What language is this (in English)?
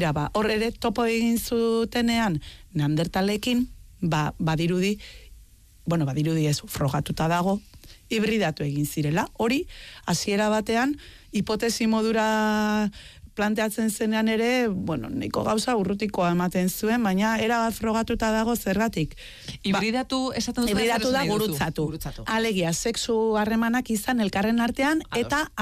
Basque